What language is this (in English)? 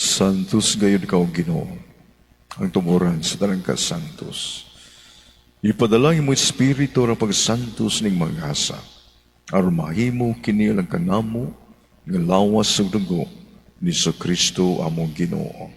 Cebuano